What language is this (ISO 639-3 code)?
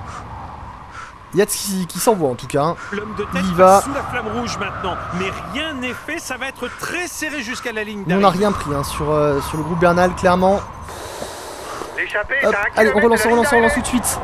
fra